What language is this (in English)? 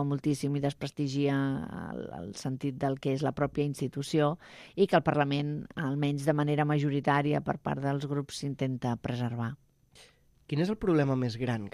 Catalan